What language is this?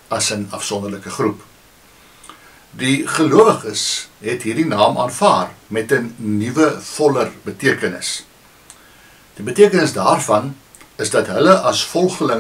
Afrikaans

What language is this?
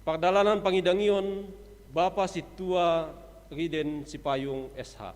Batak Simalungun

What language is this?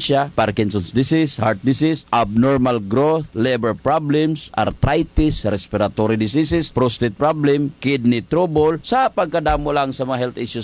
Hiligaynon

